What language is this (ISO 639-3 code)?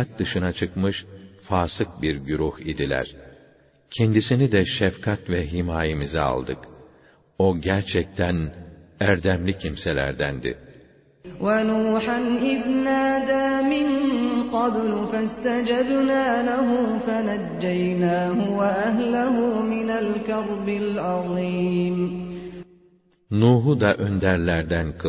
tur